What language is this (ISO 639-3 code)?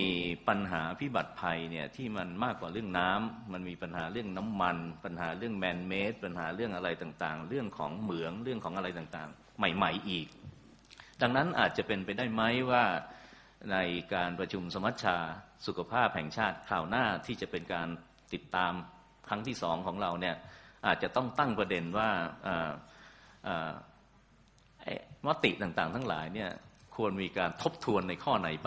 tha